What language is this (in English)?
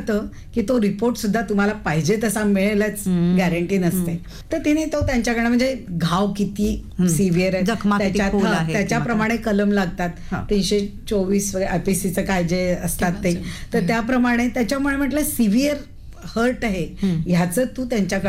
Marathi